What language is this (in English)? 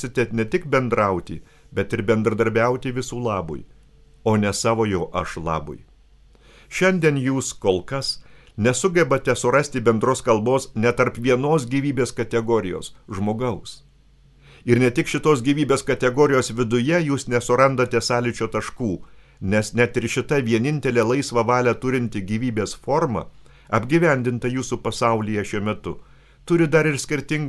Lithuanian